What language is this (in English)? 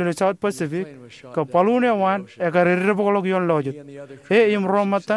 Marshallese